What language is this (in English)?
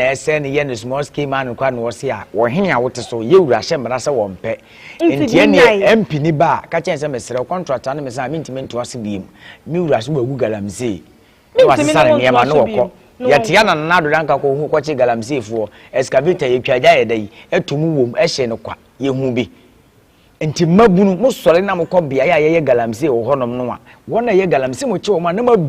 Akan